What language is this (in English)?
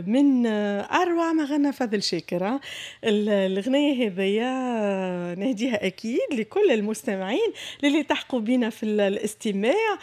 Tunisian Arabic